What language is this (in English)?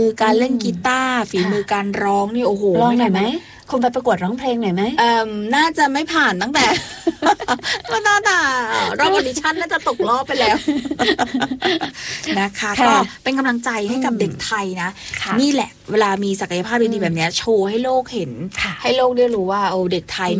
Thai